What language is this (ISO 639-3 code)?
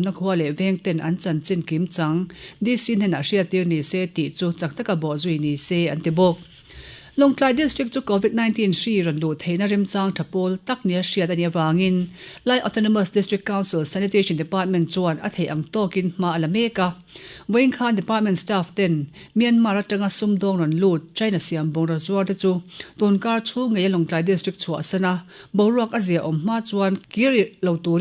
lus